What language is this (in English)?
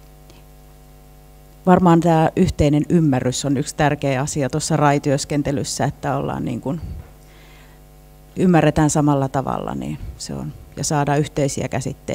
Finnish